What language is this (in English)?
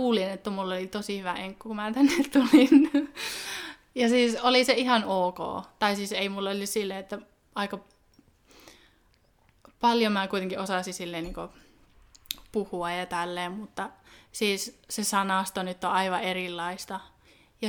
Finnish